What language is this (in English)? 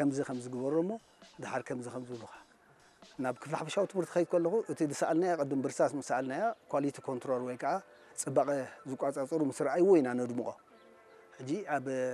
Tigrinya